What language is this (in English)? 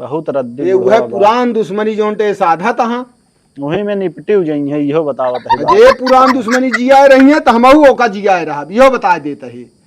Awadhi